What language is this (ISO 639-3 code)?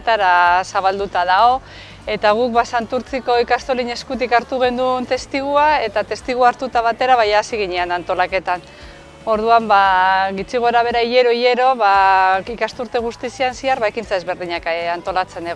eus